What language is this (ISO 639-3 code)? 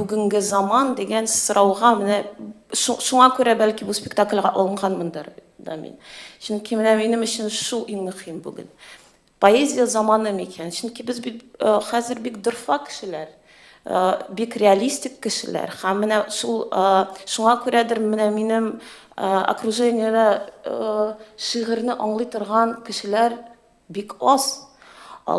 tat